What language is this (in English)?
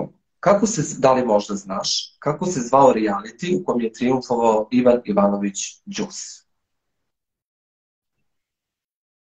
Serbian